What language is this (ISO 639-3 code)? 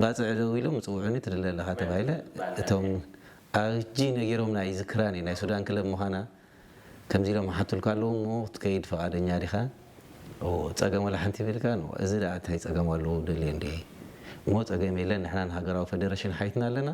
tir